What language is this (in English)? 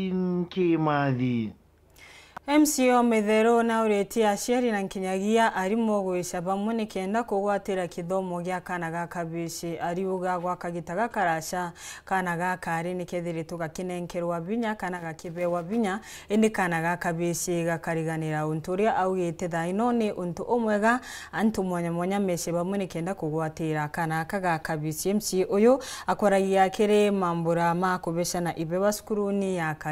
Meru